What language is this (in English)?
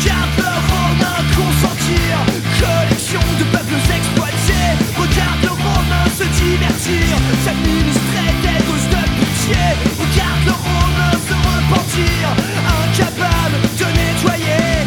French